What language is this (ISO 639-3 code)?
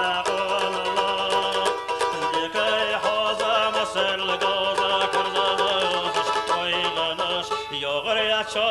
che